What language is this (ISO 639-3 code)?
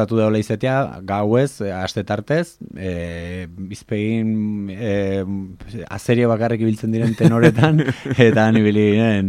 eus